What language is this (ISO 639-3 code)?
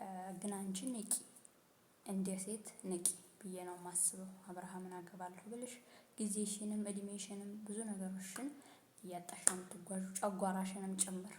amh